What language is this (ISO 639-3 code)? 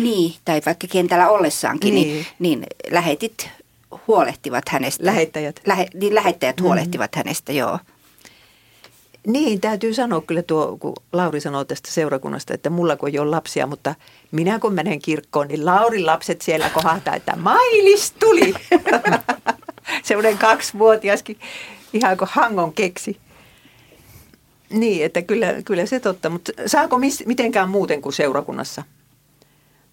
fin